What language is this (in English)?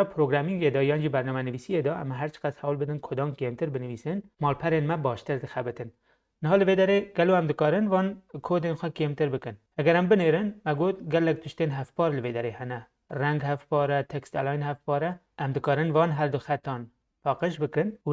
Kurdish